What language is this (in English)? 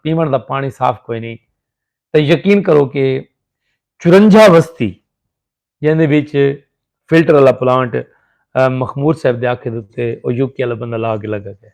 Saraiki